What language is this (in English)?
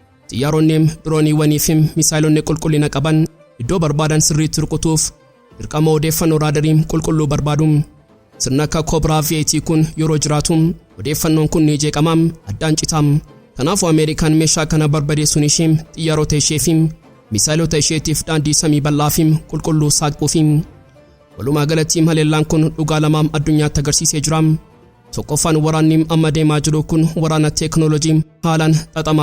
Oromo